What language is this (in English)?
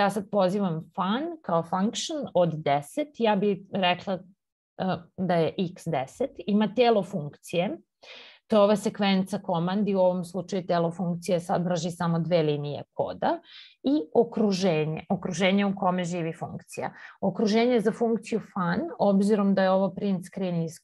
Serbian